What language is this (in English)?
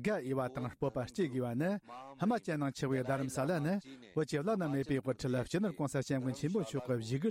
Tibetan